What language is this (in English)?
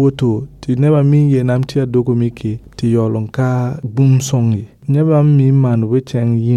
Mossi